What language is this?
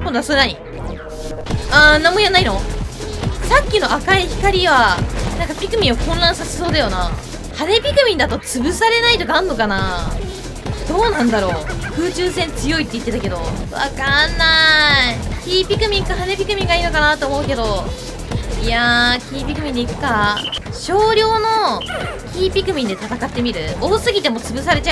Japanese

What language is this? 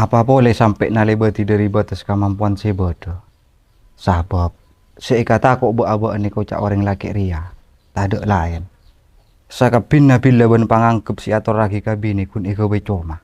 Madurese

